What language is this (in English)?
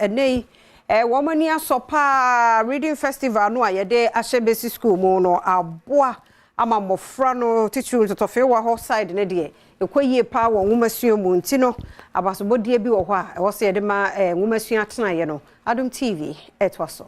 Akan